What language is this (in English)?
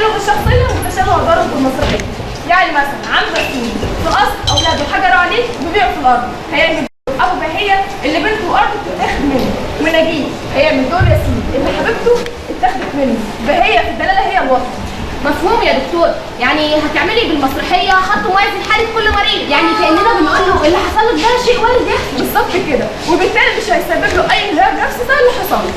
Egyptian Arabic